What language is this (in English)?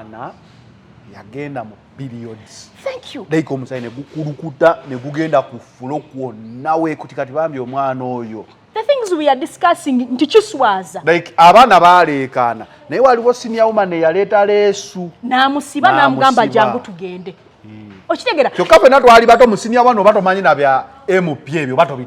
Ganda